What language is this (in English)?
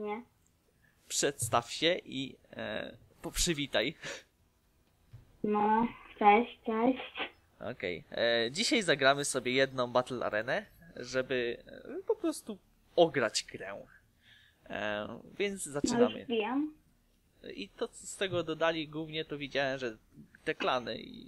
Polish